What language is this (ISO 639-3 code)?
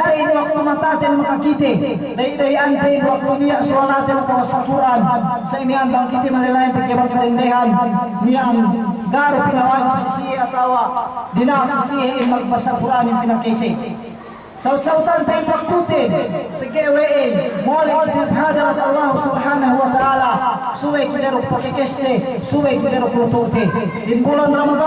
yka